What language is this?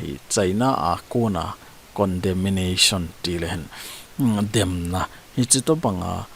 Thado Chin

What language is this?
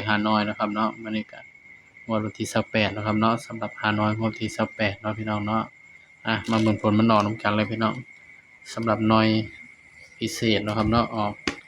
Northeastern Thai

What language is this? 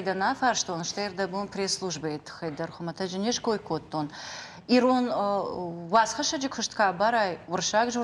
Ossetic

